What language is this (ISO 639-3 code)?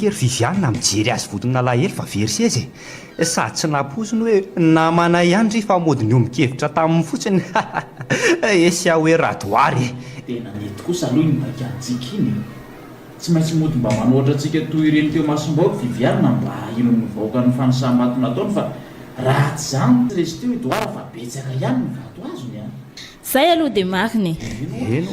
mlg